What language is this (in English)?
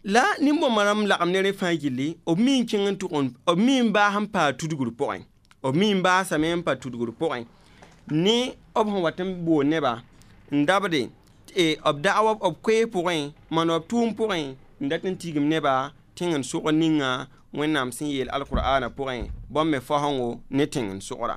Mossi